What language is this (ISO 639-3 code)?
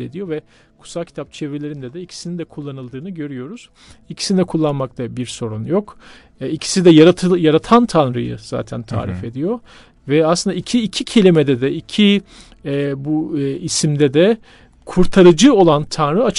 tur